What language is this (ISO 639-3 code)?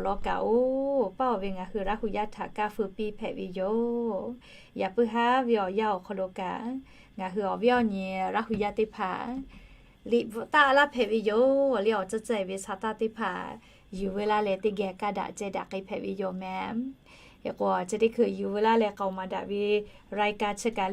lhu